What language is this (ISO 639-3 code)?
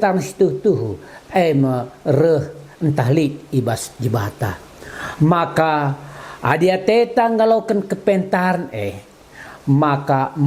btx